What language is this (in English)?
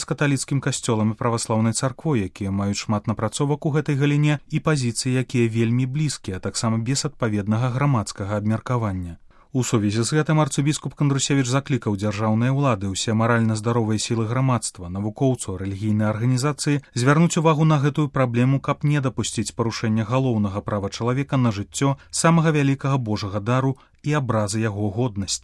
Belarusian